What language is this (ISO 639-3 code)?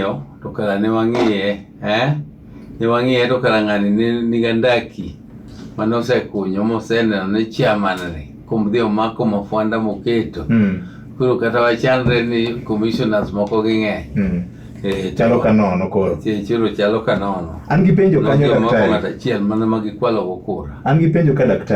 luo